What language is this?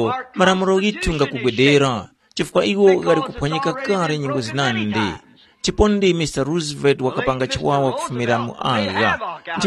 Tumbuka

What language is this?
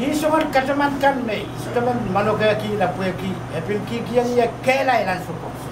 Pohnpeian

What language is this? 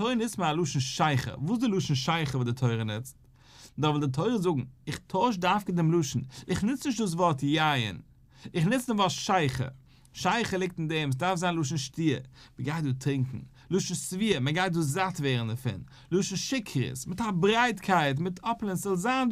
Yiddish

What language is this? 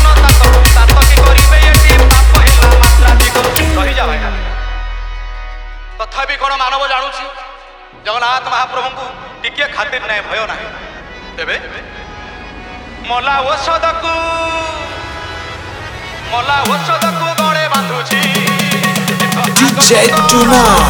Odia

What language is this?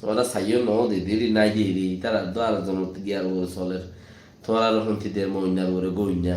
Rohingya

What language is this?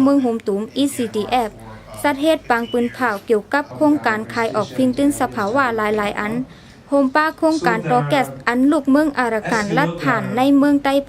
Shan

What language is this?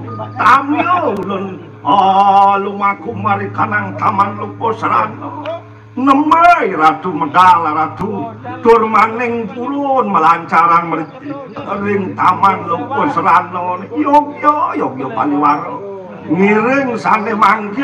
Balinese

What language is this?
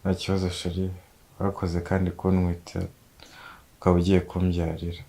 Kinyarwanda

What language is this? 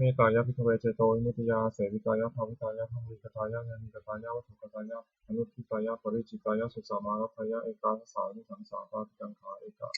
Pali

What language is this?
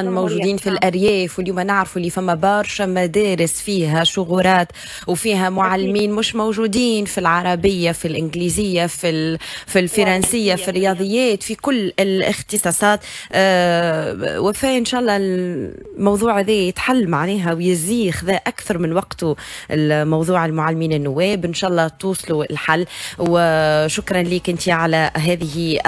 Tunisian Arabic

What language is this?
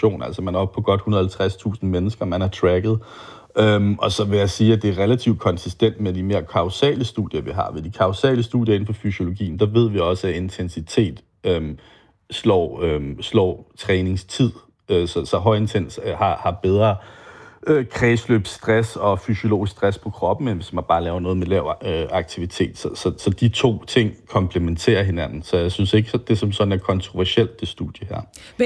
Danish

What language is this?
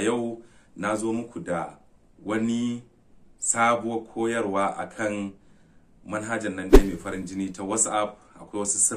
Hausa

